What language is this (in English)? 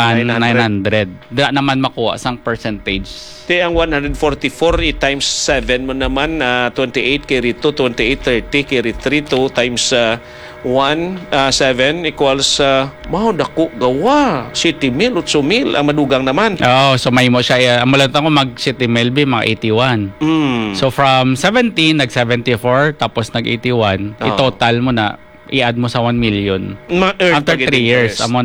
Hiligaynon